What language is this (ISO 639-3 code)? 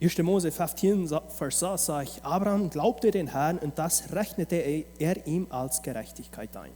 pdt